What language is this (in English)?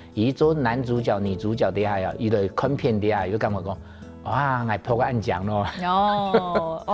Hakka Chinese